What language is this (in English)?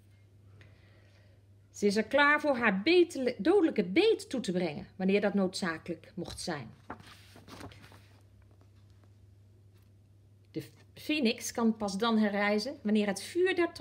Dutch